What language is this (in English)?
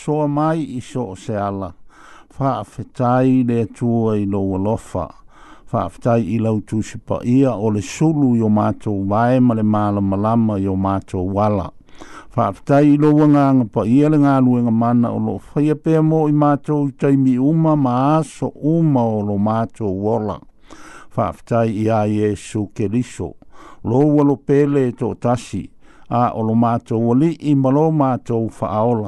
Samoan